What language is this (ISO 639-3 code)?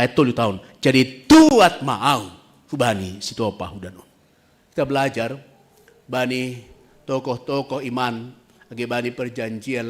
bts